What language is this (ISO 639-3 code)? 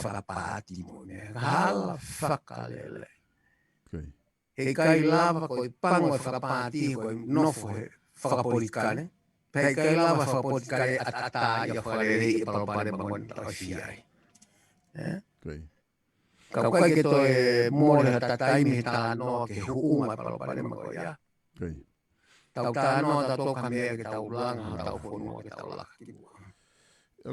ton